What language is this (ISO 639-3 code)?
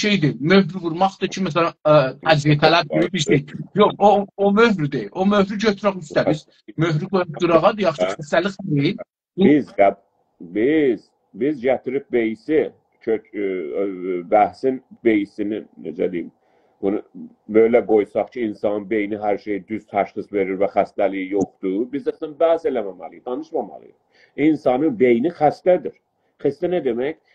azb